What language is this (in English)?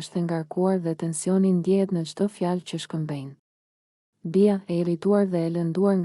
Albanian